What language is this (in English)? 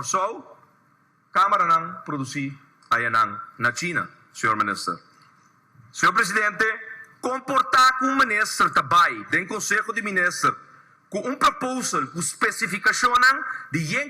Papiamento